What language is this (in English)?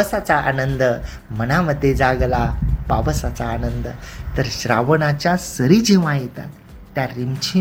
Marathi